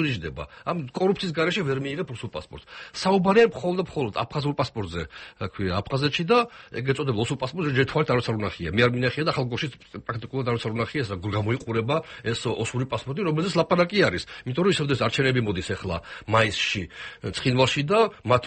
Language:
Georgian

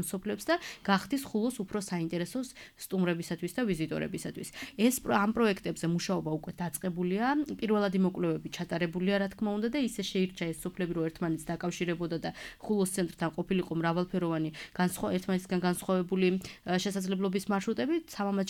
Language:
Georgian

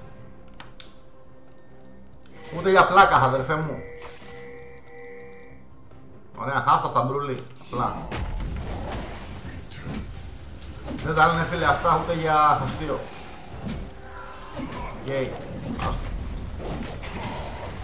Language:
Greek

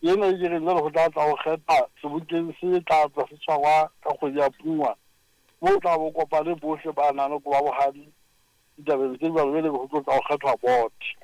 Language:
Southern Sotho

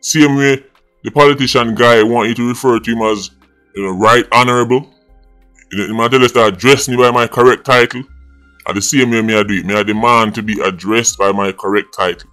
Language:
Jamaican Creole English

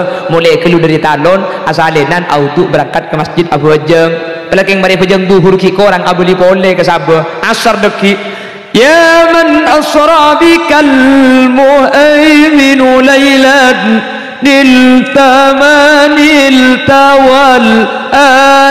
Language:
Madurese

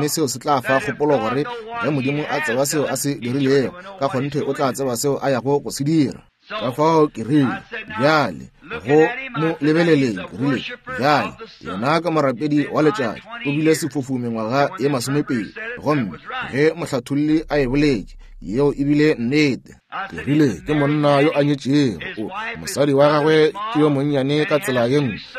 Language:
Northern Sotho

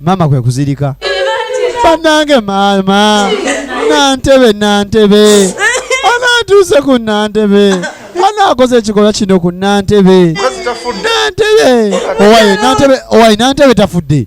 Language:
Ganda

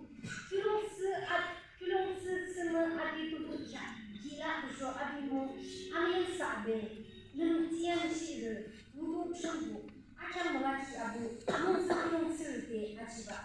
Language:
Yimchungru Naga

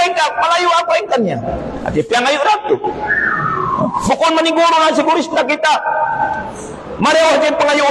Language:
Tausug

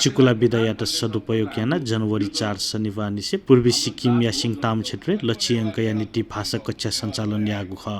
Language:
Newari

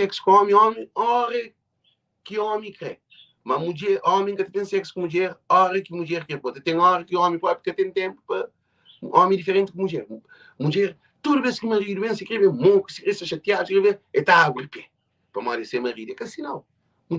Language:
Kabuverdianu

